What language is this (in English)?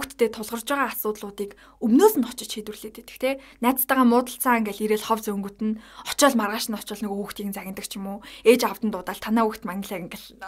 Mongolian